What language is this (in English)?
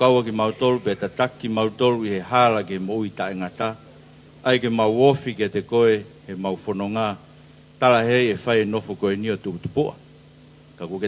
Tongan